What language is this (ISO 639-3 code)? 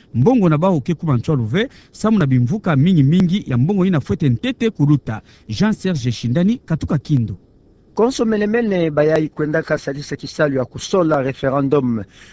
ktu